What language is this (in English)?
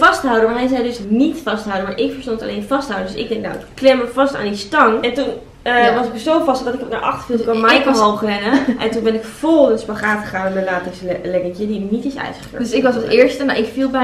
Dutch